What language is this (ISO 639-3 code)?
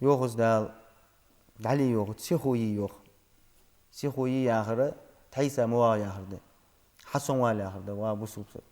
inh